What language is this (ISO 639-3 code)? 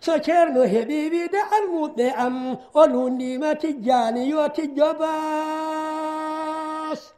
ful